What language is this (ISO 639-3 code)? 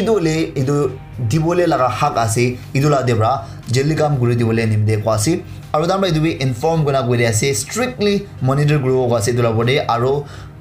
nag